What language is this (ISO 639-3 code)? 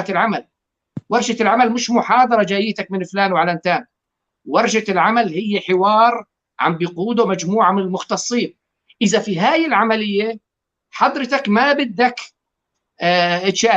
apc